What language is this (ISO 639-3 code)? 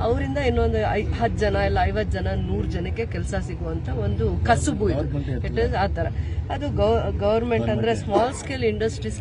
kan